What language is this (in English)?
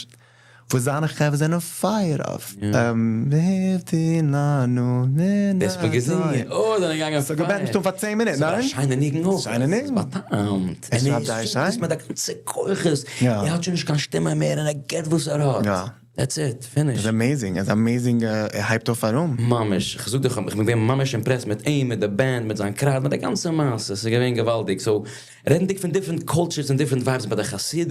Yiddish